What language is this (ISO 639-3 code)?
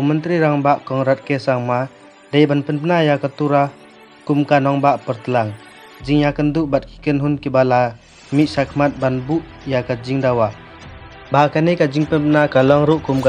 kha